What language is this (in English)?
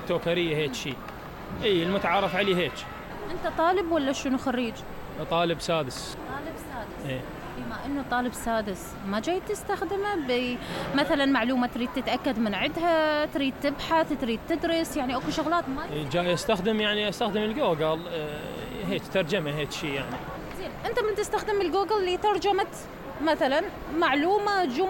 Mesopotamian Arabic